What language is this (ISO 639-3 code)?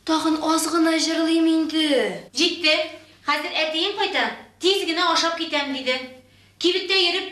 tat